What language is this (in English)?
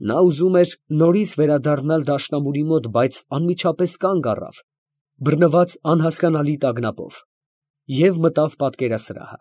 Armenian